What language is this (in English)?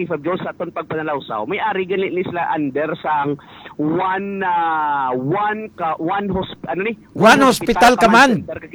Hiligaynon